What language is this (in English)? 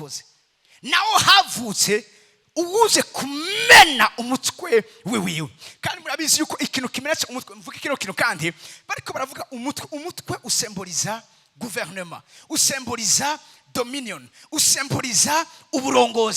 Rundi